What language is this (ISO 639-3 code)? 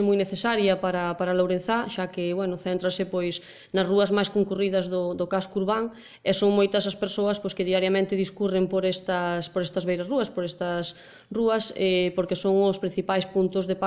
glg